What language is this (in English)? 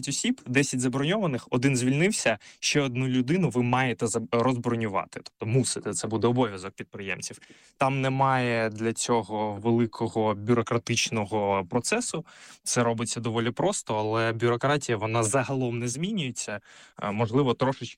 Ukrainian